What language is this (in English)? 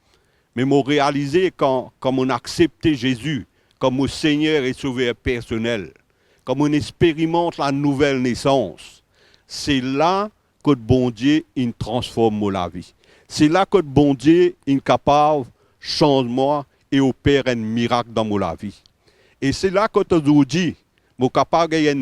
Morisyen